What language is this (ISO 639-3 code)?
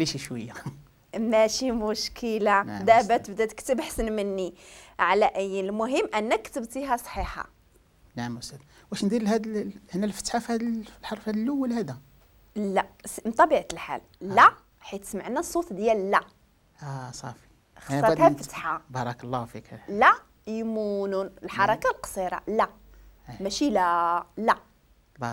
ary